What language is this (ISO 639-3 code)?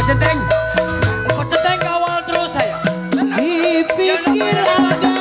bew